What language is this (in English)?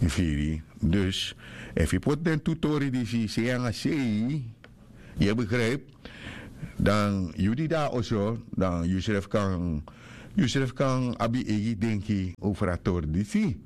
Sranan Tongo